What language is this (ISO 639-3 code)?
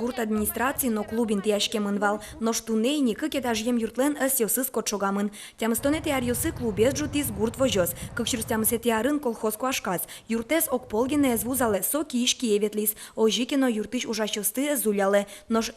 udm